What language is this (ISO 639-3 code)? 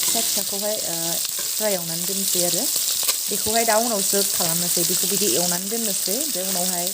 brx